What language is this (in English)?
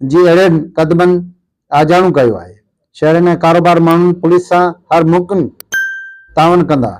Sindhi